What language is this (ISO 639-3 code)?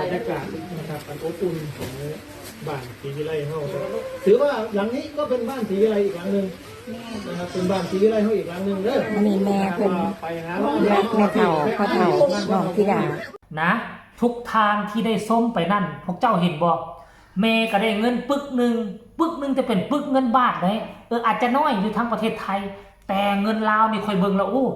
tts